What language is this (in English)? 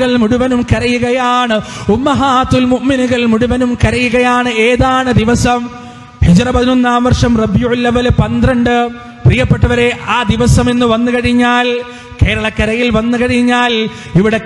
Malayalam